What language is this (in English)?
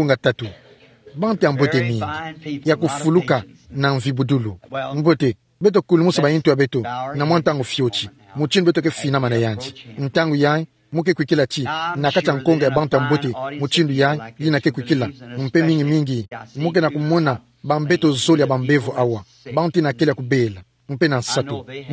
Kituba (Democratic Republic of Congo)